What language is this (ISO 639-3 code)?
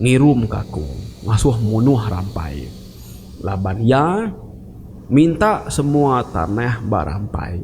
iba